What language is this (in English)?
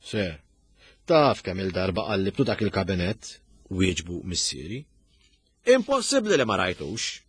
Maltese